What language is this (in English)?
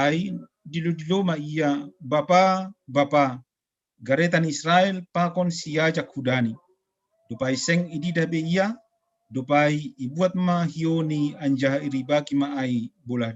Batak Simalungun